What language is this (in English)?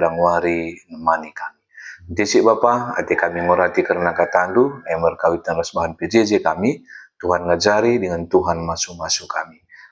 Batak Karo